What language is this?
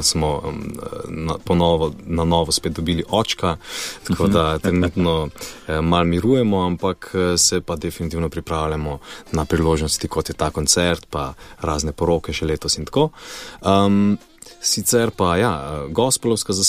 Slovenian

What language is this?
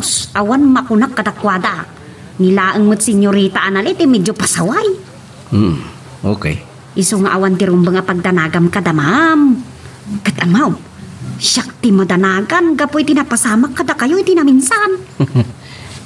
Iloko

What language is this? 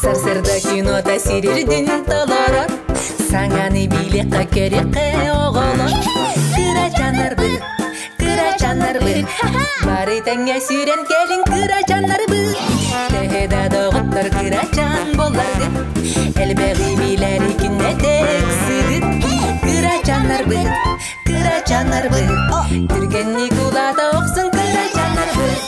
Yakut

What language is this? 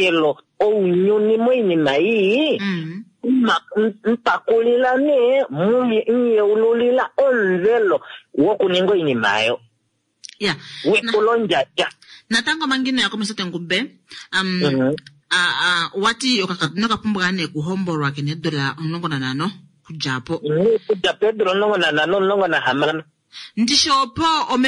Kuanyama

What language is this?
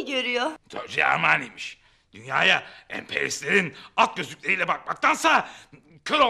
Turkish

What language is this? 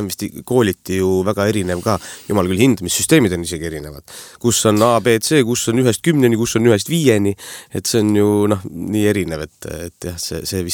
Estonian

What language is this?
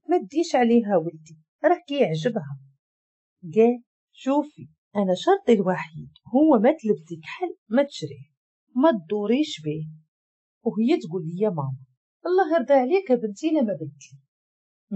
Moroccan Arabic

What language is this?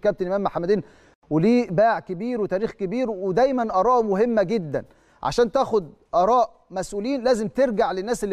Egyptian Arabic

